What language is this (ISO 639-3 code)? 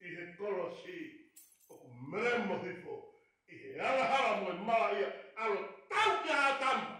ton